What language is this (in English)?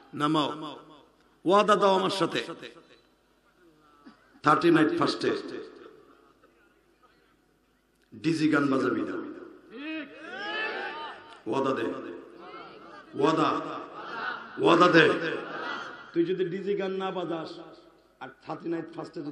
Bangla